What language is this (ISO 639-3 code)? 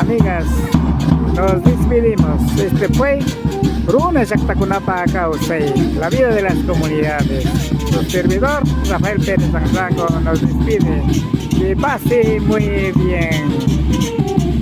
qvi